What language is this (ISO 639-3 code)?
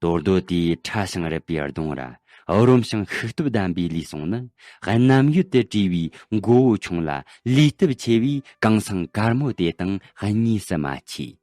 bod